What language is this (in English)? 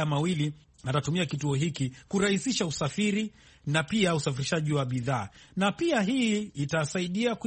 Swahili